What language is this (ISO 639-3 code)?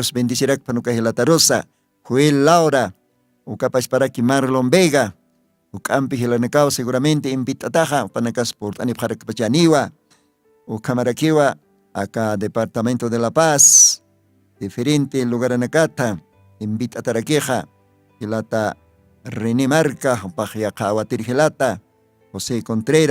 aym